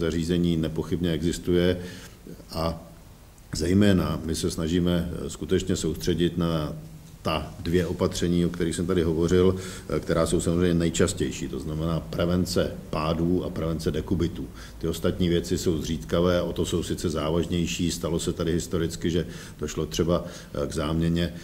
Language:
Czech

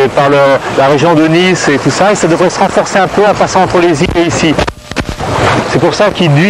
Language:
French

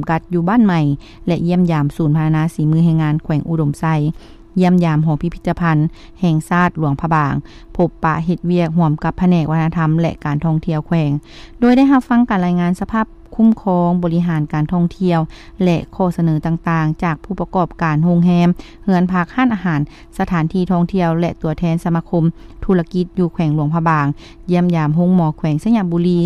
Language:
Lao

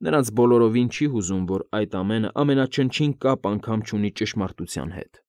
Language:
Armenian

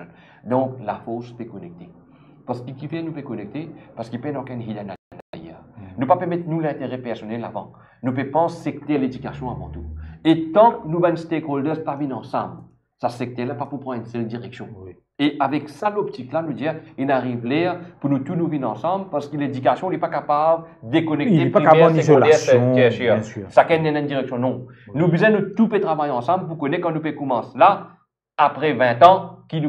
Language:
Morisyen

